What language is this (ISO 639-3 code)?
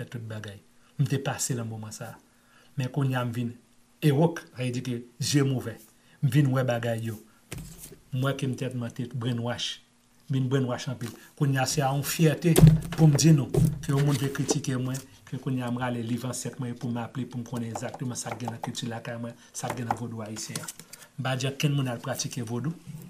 hat